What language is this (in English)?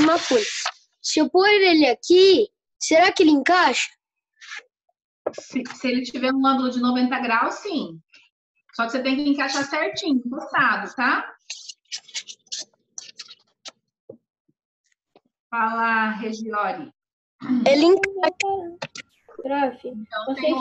Portuguese